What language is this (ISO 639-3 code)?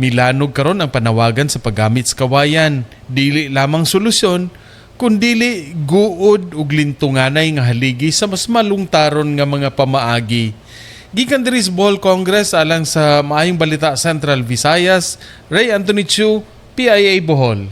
ceb